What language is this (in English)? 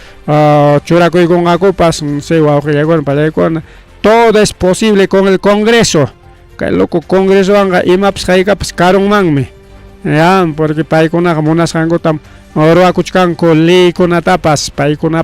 Ayacucho Quechua